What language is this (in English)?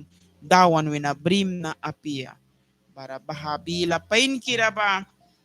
Mískito